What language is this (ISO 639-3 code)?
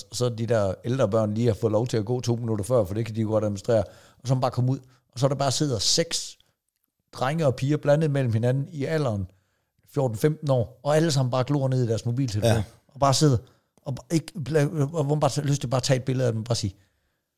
dan